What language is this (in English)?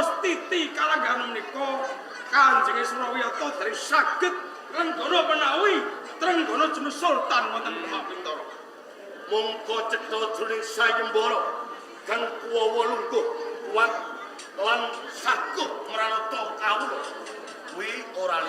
Javanese